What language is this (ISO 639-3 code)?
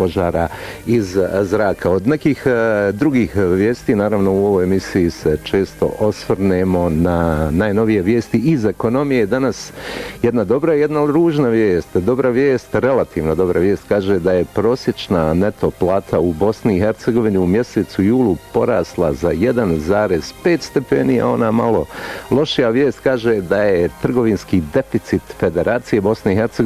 bos